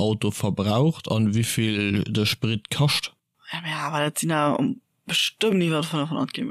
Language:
Luxembourgish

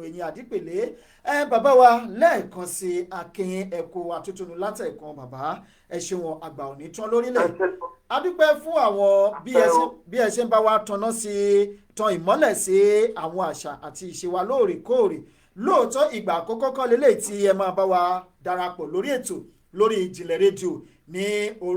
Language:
Yoruba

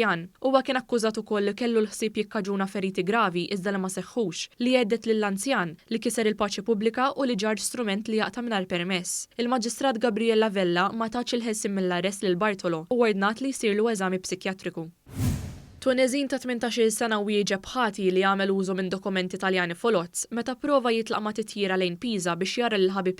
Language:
Maltese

